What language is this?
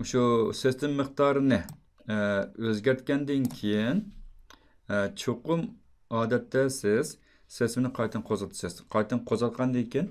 Uyghur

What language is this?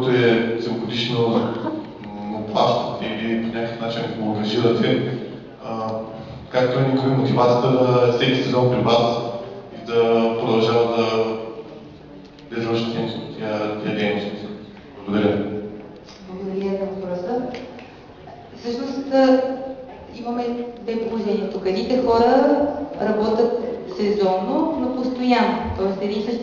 Bulgarian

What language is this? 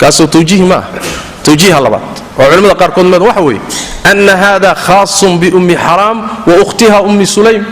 Somali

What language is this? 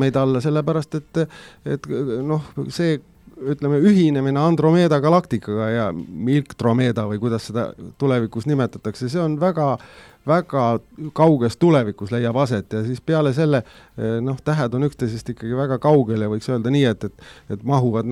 Estonian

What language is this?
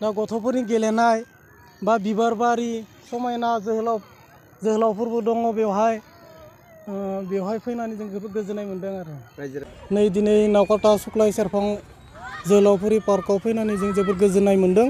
Bodo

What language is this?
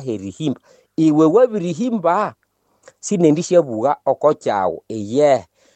Nande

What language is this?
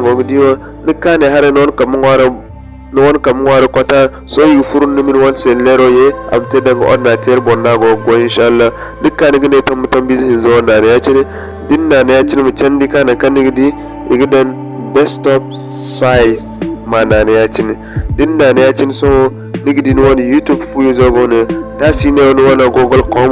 Zarma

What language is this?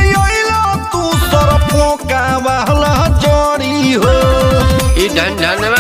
Bhojpuri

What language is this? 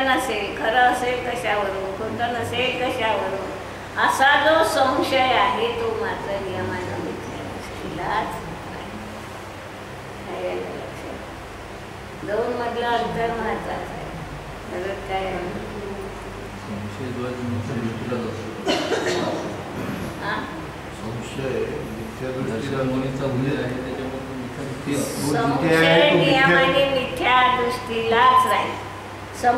Marathi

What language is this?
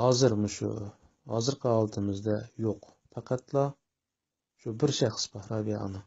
Uyghur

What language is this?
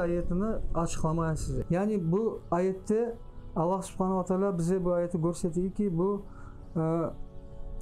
Crimean Tatar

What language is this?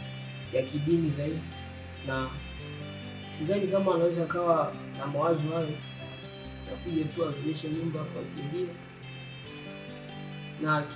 Swahili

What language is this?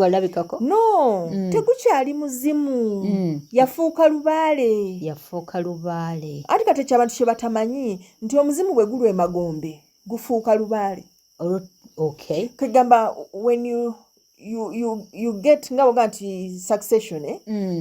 Ganda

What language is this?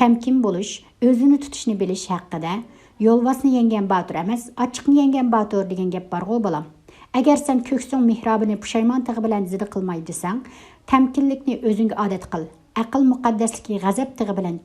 Uyghur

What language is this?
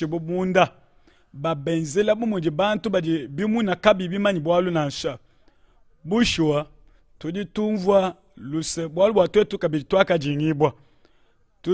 Luba-Lulua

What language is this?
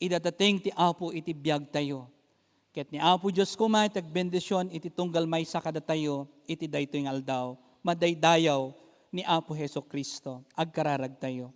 Iloko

